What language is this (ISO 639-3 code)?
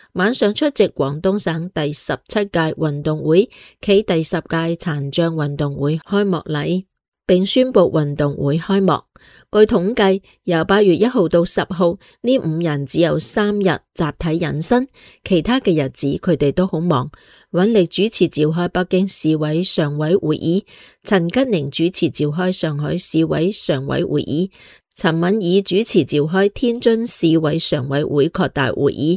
yue